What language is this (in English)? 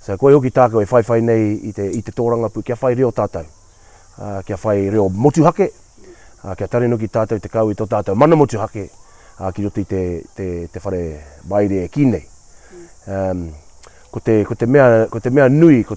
Māori